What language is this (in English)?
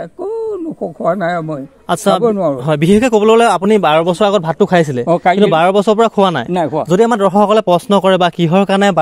Assamese